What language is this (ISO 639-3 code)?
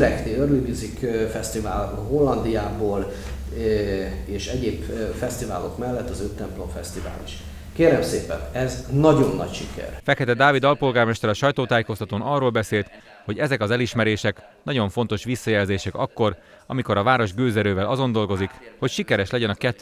hun